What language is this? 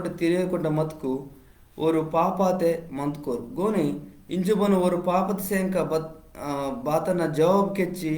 Koya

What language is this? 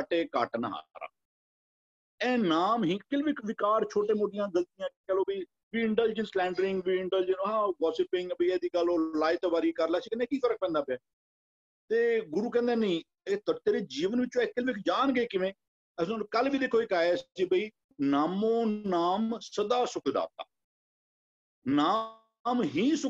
Punjabi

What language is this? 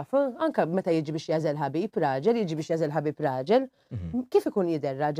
Maltese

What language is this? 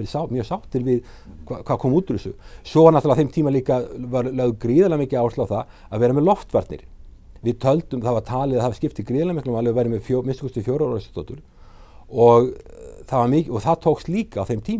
Icelandic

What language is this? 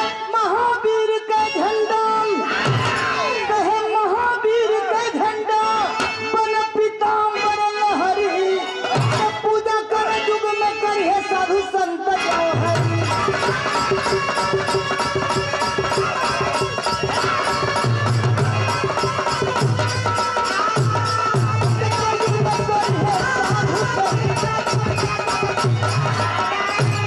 Bhojpuri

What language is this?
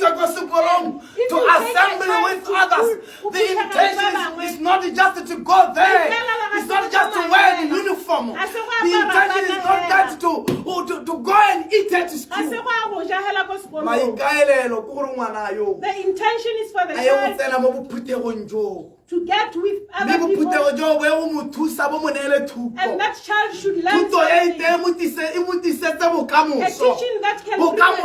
Tswana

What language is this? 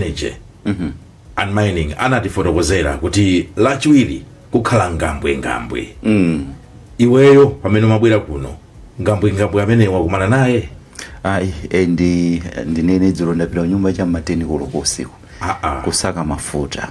Nyanja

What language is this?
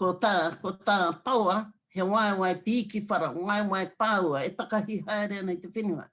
Māori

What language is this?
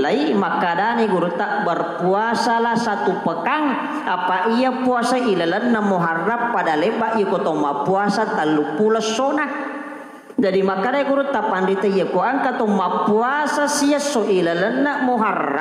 Buginese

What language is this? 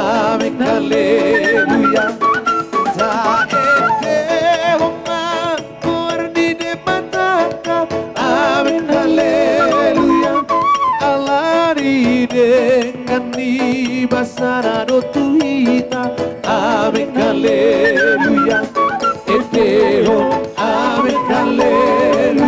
Batak Toba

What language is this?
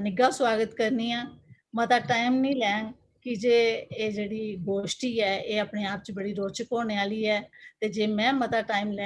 Dogri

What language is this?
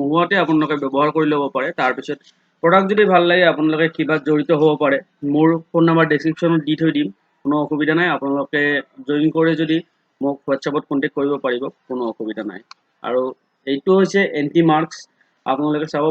Assamese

